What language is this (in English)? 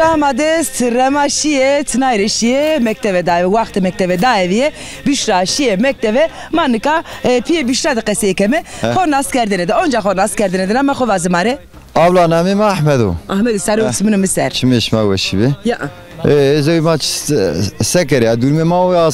Zaza